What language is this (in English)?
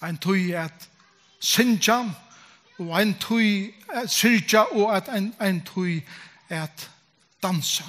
Faroese